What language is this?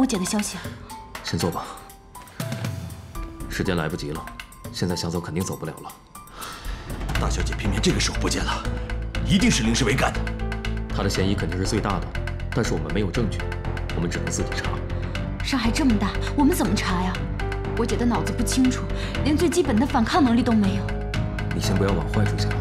Chinese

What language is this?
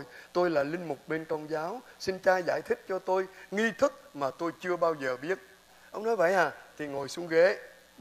Vietnamese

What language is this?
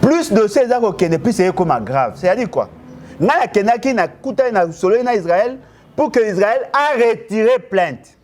Lingala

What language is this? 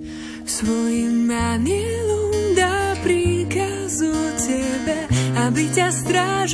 Slovak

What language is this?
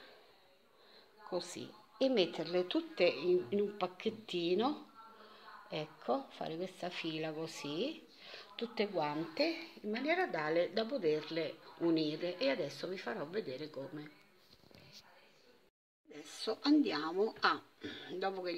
Italian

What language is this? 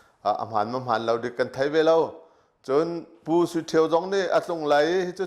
Hakha Chin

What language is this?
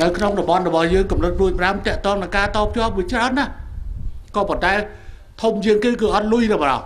Khmer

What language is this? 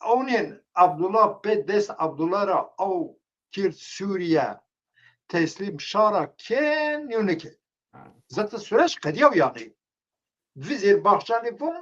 Zaza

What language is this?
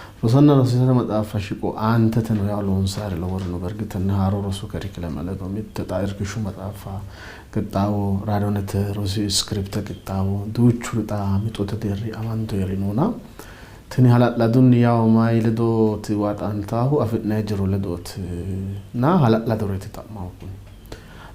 Sidamo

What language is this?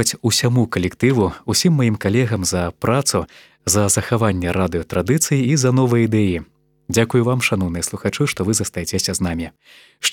Belarusian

